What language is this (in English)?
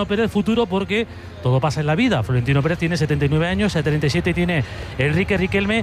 Spanish